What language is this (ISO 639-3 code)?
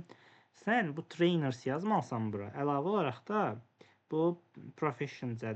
aze